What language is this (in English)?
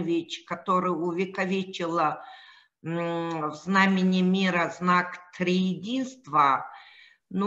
Russian